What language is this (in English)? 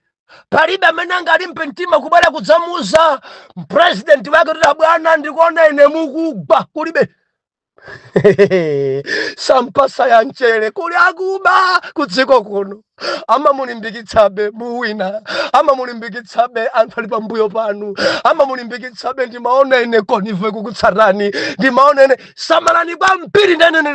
Nyanja